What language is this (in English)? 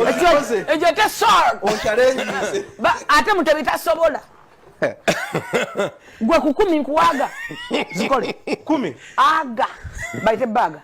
Ganda